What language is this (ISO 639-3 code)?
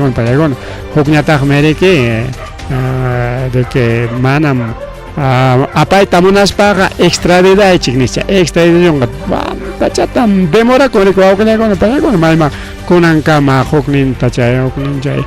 quy